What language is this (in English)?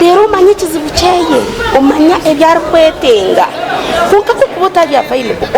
Nyankole